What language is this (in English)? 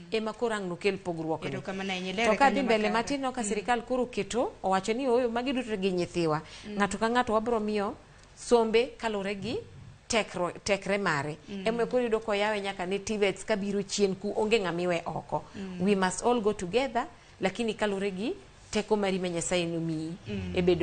Luo (Kenya and Tanzania)